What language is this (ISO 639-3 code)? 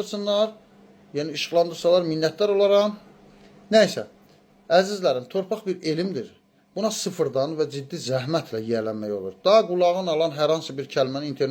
aze